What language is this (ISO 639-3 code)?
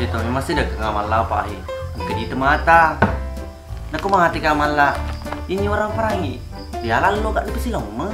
bug